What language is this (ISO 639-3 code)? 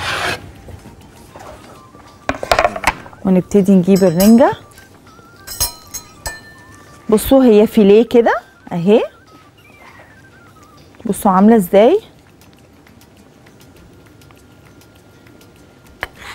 arz